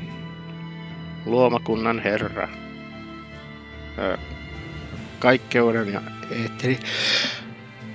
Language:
Finnish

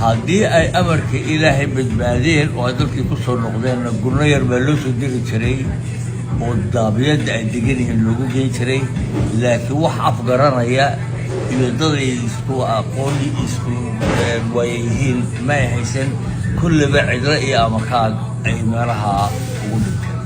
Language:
Somali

